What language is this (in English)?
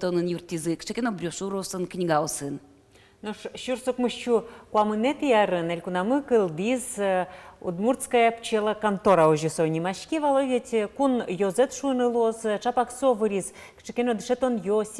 Udmurt